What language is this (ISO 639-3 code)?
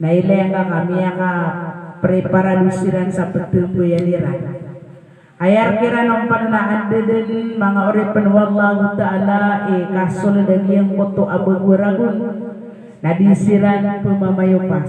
mrw